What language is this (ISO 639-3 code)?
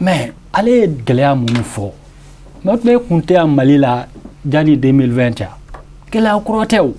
bam